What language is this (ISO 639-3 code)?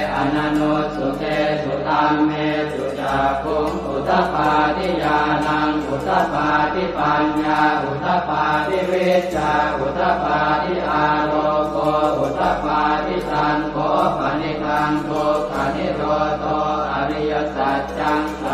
pli